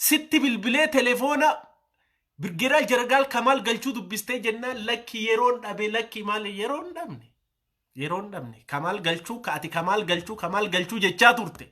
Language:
Oromo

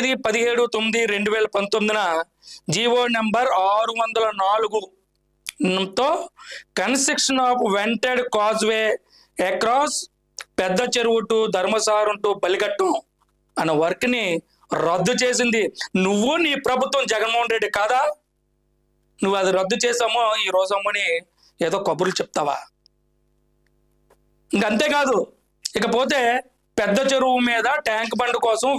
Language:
Telugu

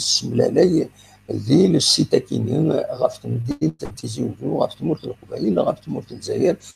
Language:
Kabyle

